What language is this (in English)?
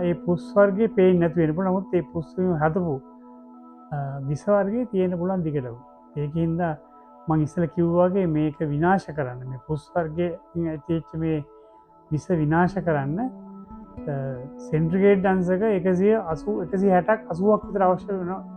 Sinhala